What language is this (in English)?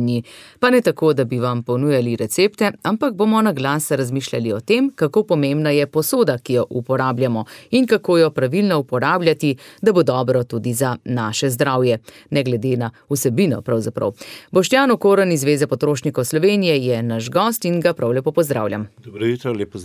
Slovenian